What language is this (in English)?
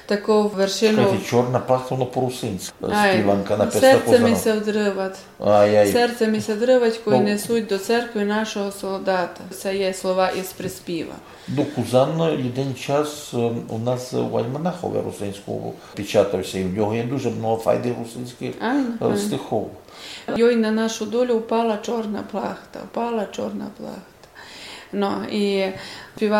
Rusyn